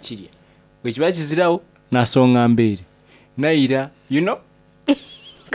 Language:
Soga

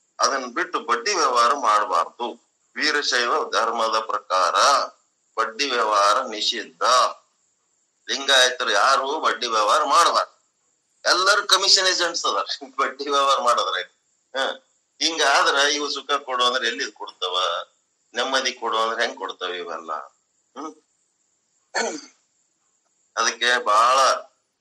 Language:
Kannada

